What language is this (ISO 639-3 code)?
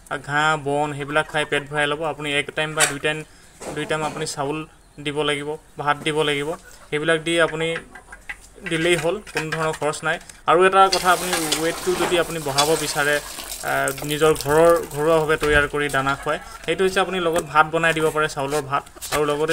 asm